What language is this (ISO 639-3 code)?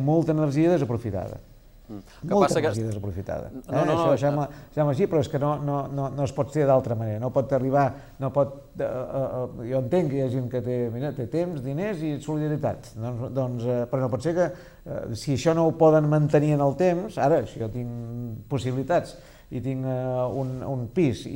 cat